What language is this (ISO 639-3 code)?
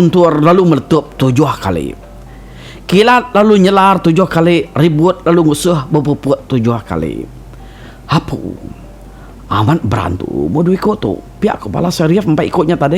iba